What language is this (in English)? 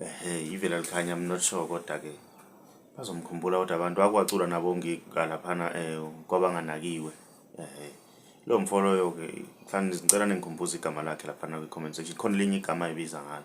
Zulu